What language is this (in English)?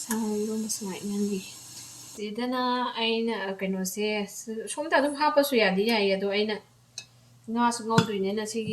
Manipuri